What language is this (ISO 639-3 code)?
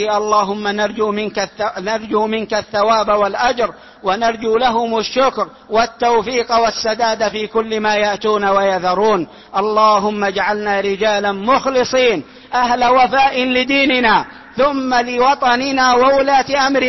ara